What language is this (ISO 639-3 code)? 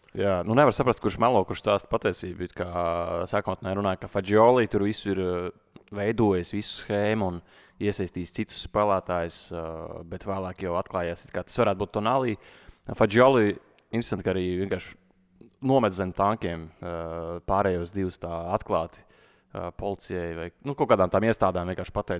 lav